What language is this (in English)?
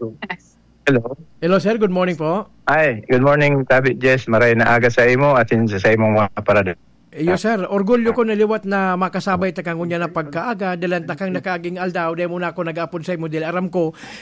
Bikol